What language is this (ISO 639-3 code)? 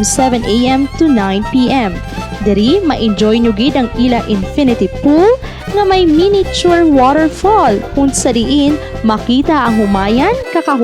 hil